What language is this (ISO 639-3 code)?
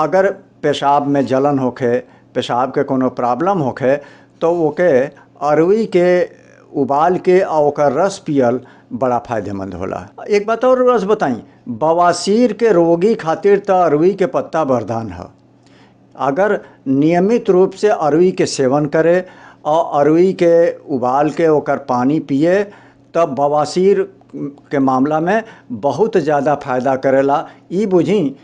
bho